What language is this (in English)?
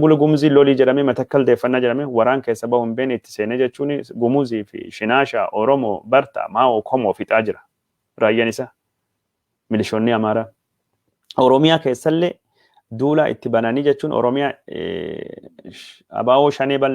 Oromo